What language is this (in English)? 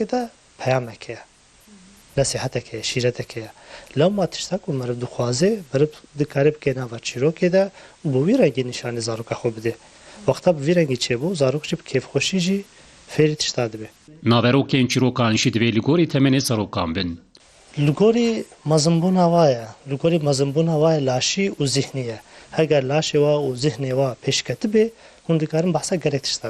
Kurdish